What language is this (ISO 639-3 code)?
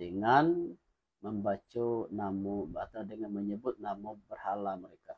min